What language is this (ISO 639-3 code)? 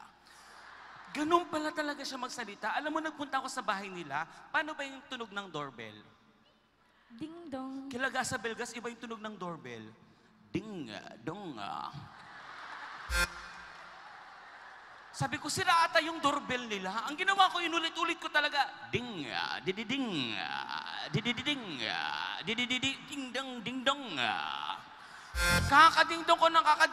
fil